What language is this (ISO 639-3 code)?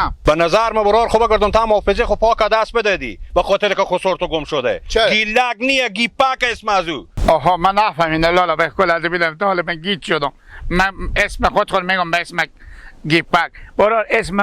fas